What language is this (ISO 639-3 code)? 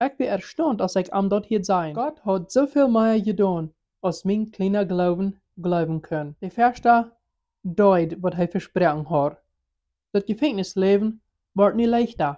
pdt